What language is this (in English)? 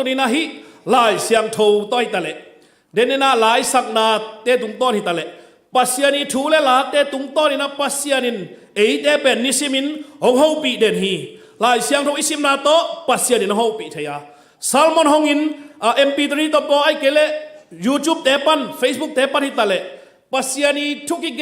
Tedim Chin